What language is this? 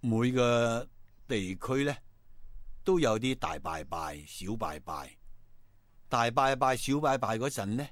Cantonese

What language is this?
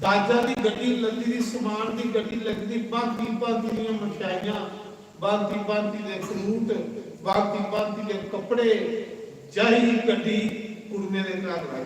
Dogri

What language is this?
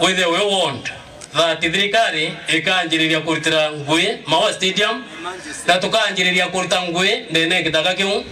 Meru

